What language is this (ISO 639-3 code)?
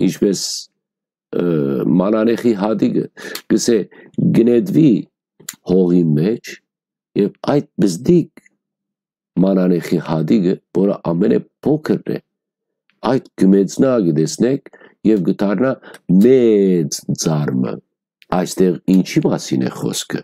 hyw